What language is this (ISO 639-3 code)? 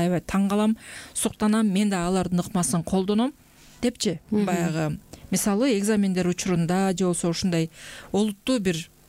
kir